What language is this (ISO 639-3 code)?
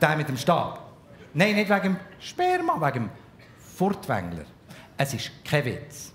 gsw